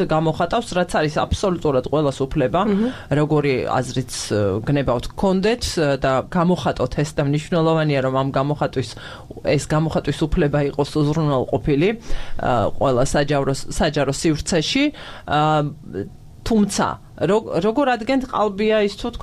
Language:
Georgian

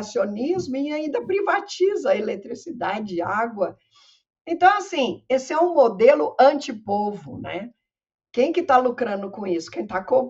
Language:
Portuguese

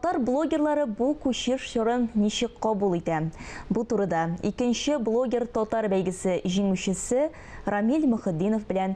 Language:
Tatar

